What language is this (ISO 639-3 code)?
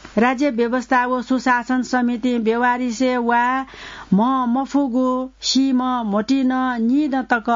new